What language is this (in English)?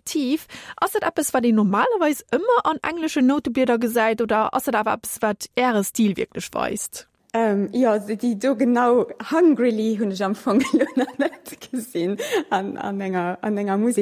Luxembourgish